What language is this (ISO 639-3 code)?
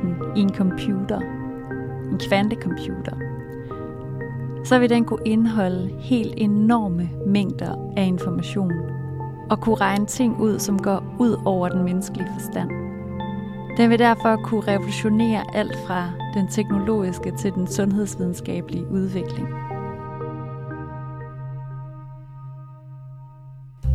dan